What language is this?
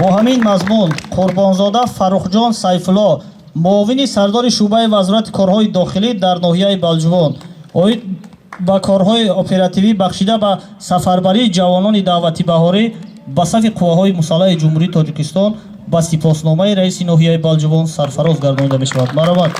Tajik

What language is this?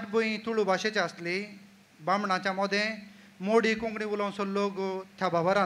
Konkani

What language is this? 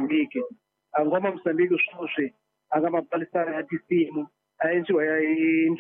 Tsonga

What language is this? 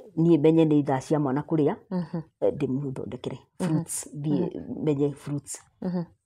Kikuyu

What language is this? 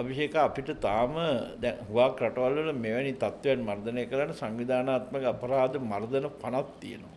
Sinhala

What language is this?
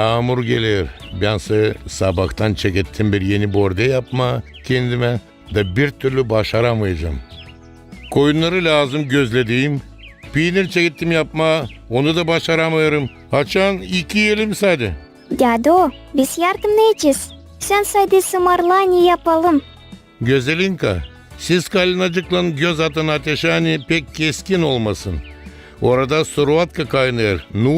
Gagauz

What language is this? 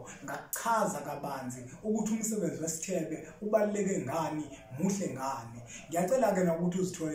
Zulu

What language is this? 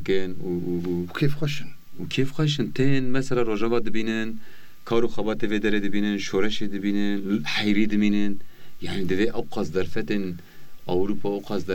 Kurdish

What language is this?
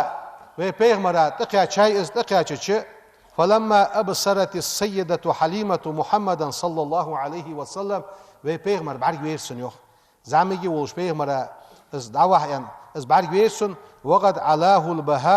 Ingush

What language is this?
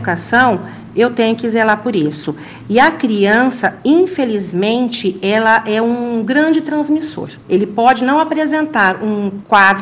Portuguese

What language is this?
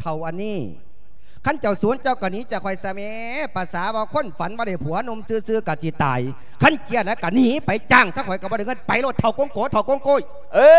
Lao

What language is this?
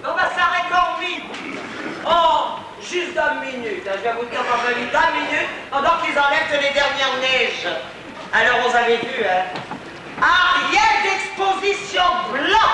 Picard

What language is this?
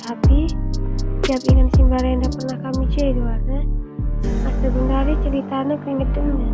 Batak Karo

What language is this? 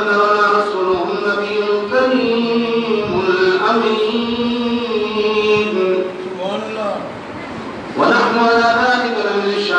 Urdu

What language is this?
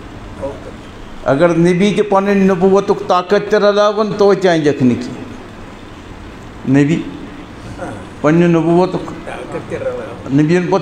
Kashmiri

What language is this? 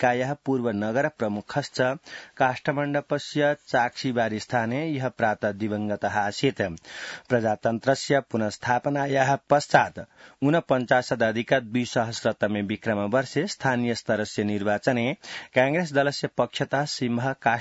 Sanskrit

